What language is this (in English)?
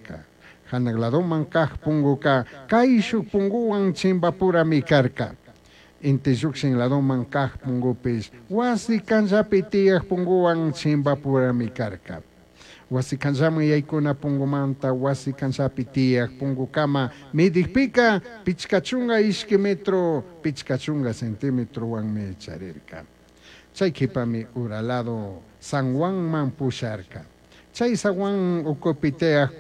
Chimborazo Highland Quichua